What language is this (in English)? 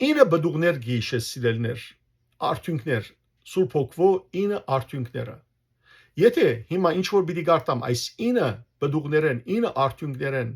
Western Armenian